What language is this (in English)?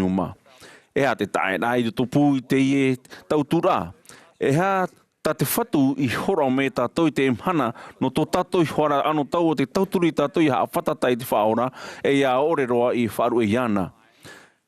Tahitian